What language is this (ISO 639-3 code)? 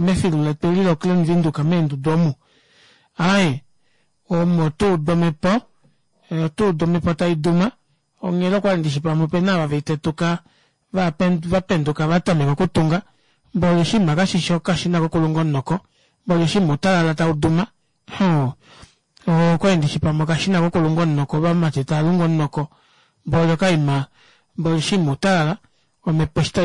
kua